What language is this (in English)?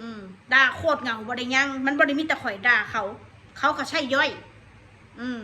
Northeastern Thai